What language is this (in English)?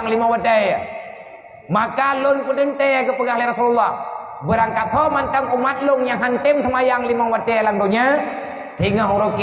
Achinese